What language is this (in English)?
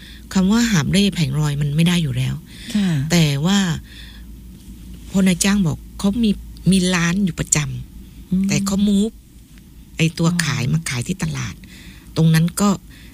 Thai